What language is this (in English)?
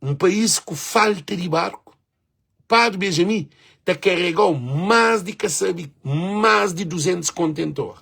Kabuverdianu